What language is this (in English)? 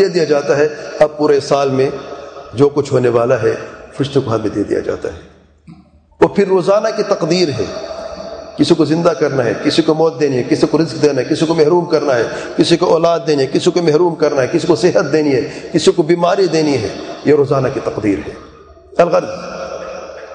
Urdu